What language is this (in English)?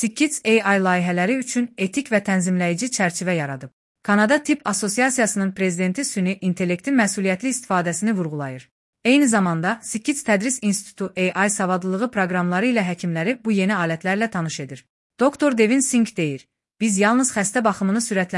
Azerbaijani